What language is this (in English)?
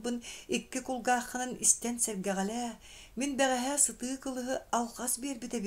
Yakut